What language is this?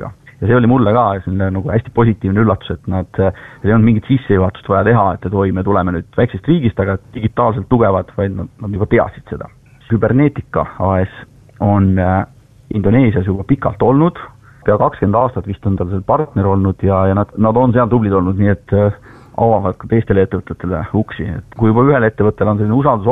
Estonian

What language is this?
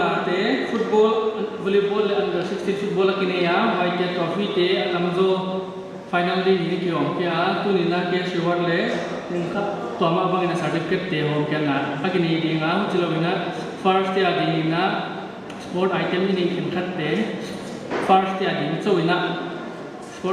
Paite Chin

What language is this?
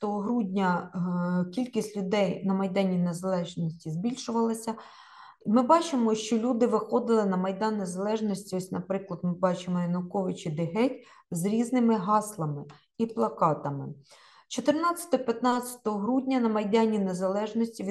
Ukrainian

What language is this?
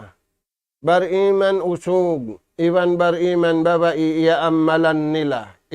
Tausug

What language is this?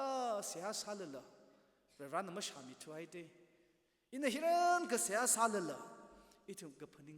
Tangkhul Naga (India)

